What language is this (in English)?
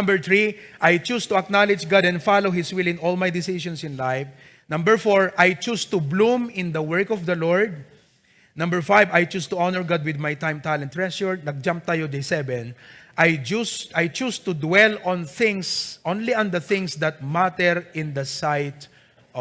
Iloko